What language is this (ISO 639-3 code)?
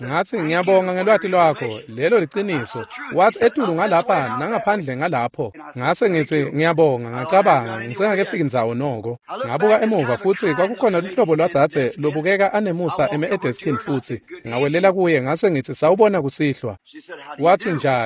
ssw